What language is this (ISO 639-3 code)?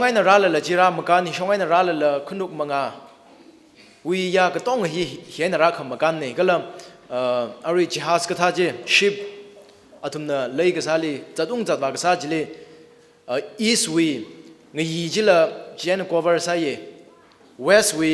nmf